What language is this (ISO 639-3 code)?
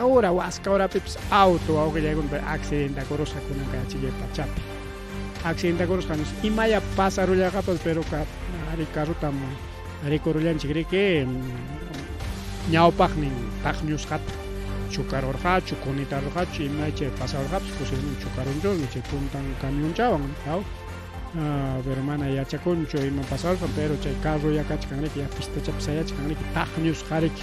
quy